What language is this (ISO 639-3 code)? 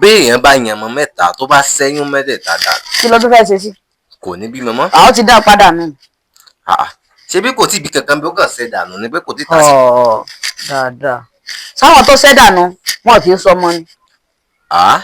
yor